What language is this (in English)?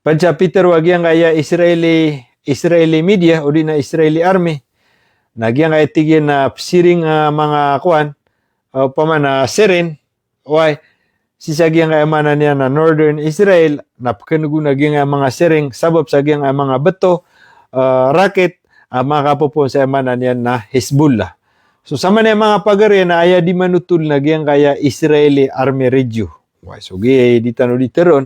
Maranao